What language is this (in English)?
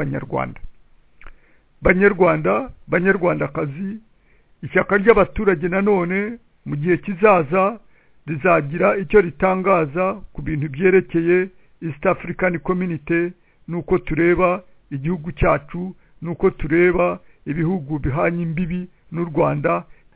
Kinyarwanda